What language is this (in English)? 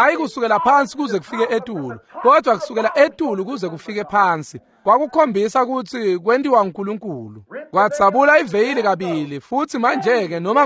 Swati